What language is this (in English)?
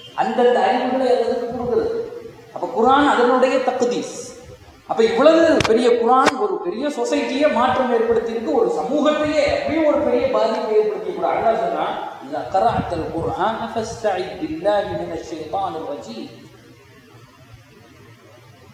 Tamil